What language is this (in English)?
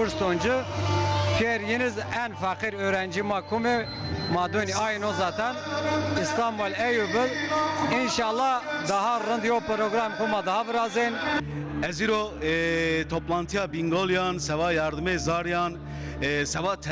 Zaza